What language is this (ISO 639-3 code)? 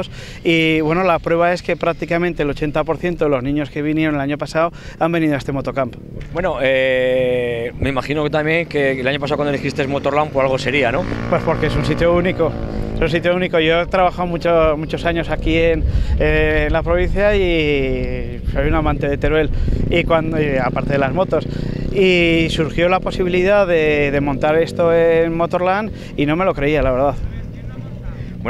spa